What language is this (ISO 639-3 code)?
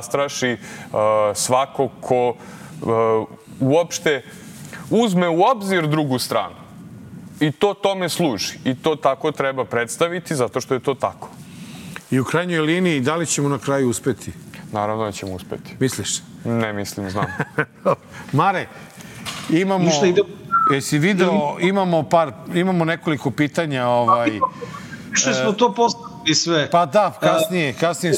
srp